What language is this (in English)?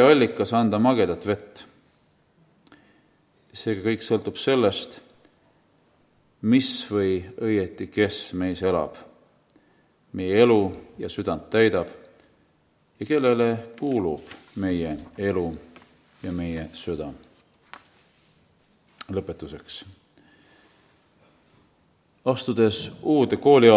Estonian